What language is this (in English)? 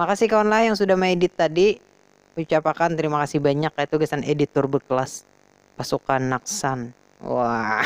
Banjar